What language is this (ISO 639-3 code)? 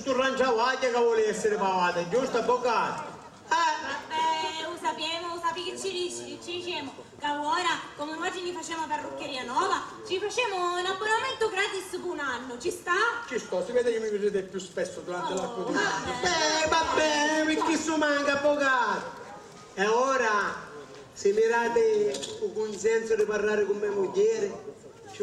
scn